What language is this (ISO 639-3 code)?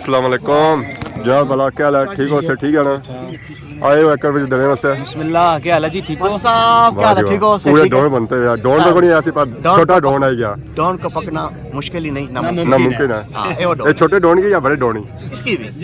phr